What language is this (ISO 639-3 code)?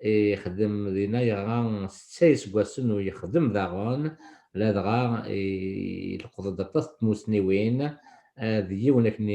kab